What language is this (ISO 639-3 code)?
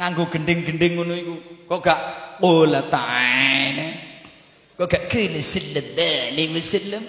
jav